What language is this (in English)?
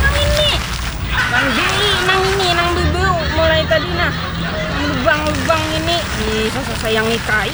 Banjar